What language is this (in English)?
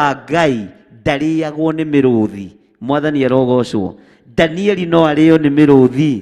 Kikuyu